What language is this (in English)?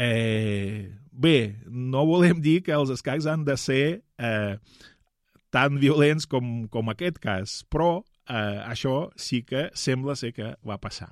Catalan